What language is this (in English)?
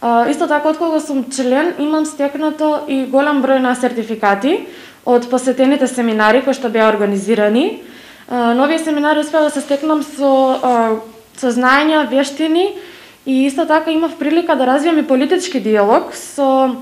Macedonian